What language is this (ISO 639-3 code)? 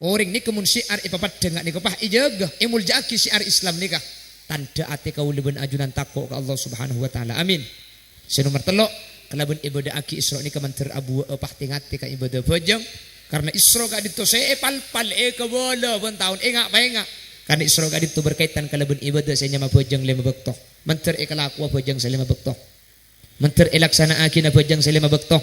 mad